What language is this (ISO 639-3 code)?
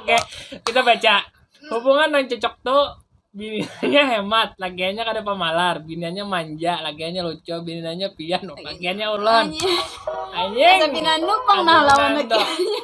bjn